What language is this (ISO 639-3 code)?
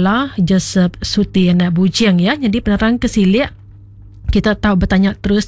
iba